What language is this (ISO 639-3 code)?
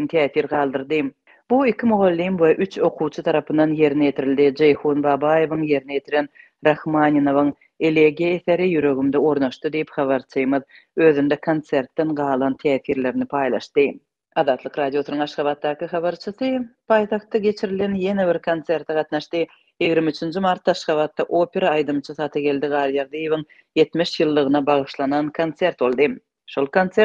tuk